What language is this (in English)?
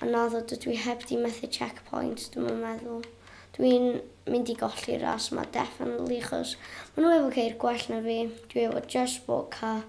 Welsh